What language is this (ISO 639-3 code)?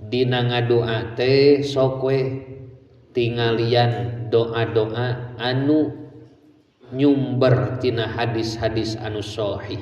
sun